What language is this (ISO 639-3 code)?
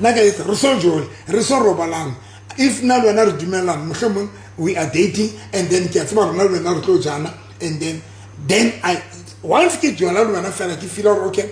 sot